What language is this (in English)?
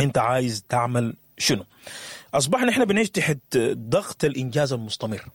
Sudanese Arabic